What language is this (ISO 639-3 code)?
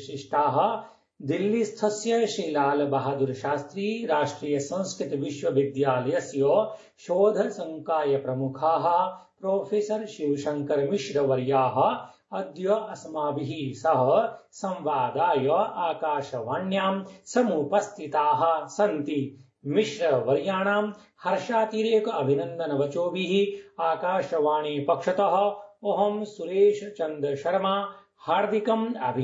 san